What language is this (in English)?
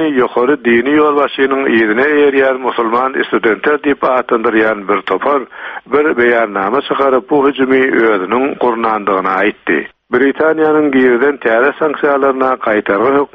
Turkmen